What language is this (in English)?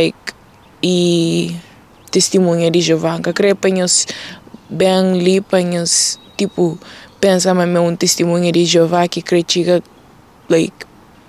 Kabuverdianu